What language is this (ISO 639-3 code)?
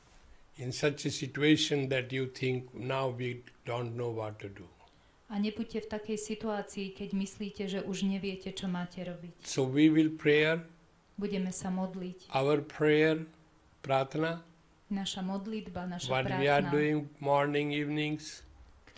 slk